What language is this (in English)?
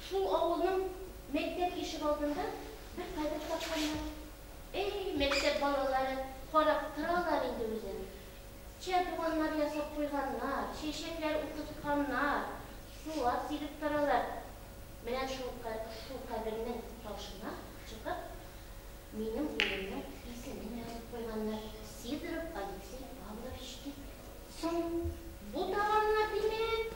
Tatar